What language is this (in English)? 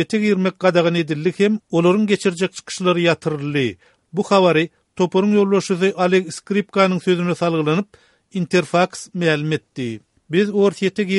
Turkmen